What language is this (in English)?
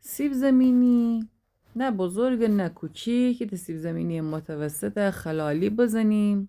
Gilaki